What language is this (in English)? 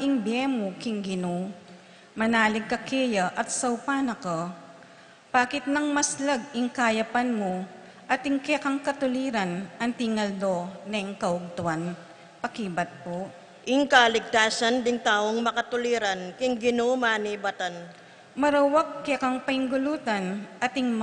Pampanga